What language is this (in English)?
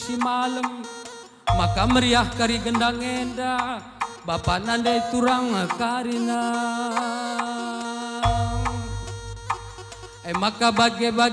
Batak Karo